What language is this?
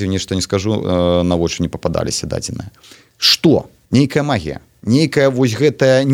Belarusian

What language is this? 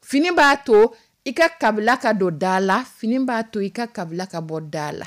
Dyula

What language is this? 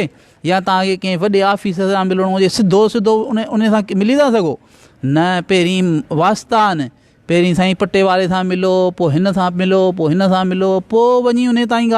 Sindhi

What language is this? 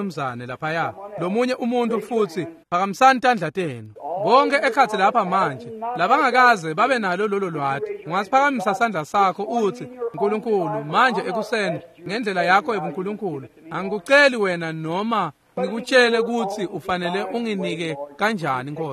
Swati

